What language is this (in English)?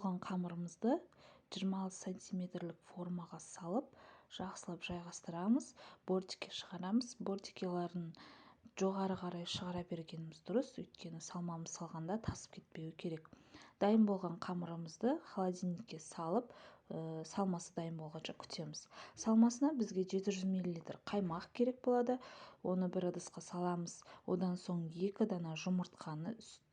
Kazakh